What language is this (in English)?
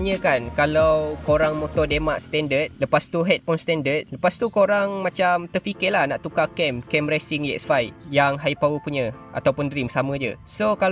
Malay